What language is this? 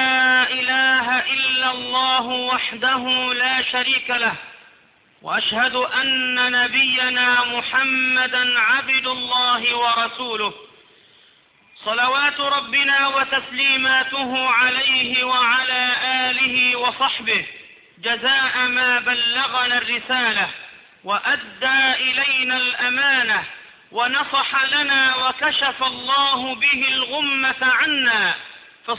Arabic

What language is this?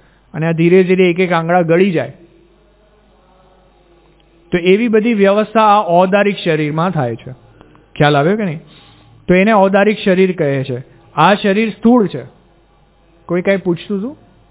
Gujarati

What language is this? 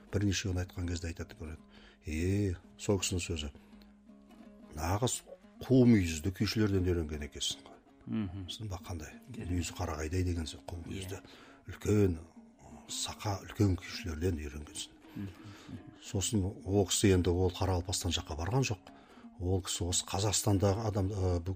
Kazakh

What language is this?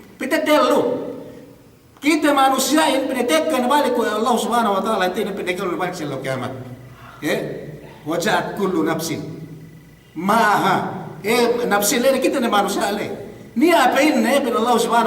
Yakan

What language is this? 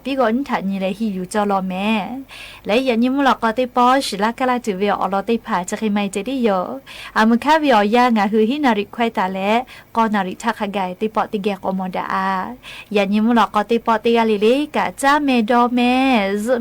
Lahu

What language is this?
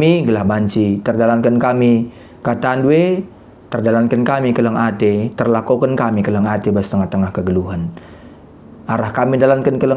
Batak Karo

